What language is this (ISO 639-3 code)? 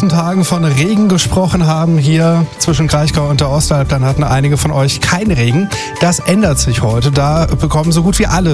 deu